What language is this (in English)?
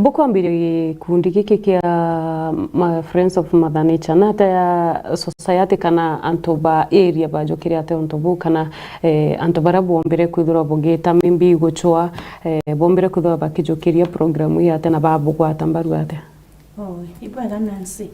Meru